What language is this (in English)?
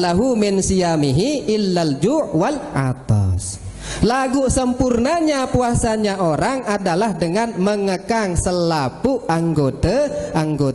Sasak